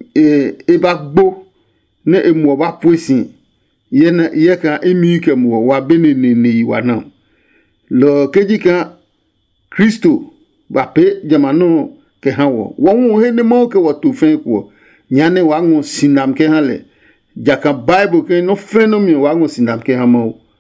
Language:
Adangme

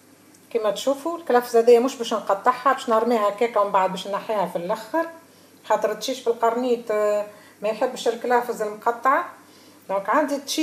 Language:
Tunisian Arabic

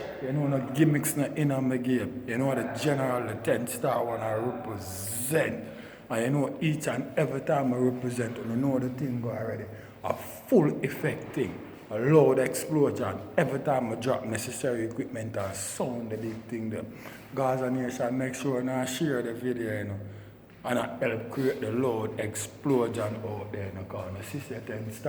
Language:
Jamaican Creole English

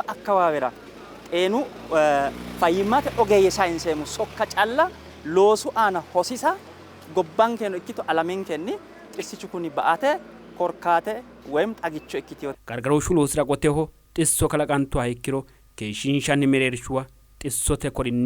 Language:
Sidamo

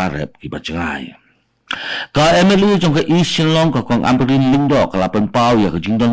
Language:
Khasi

